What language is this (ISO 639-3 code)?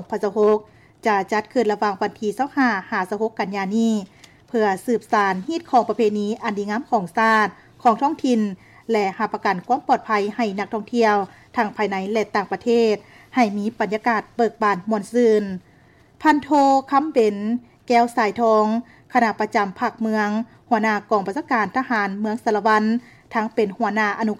lao